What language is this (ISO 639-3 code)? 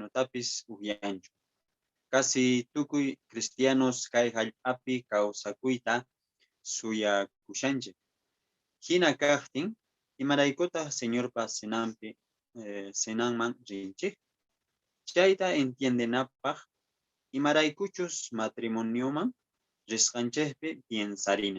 que